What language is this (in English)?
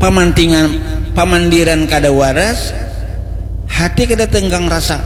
Banjar